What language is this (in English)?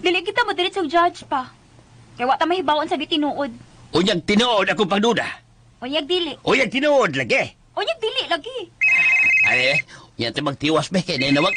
Cebuano